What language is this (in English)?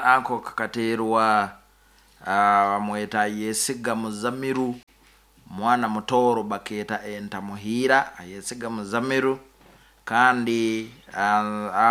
Nyankole